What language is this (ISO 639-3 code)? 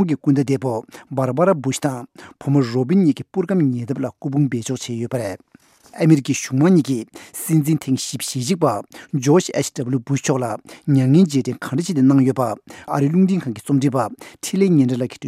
bod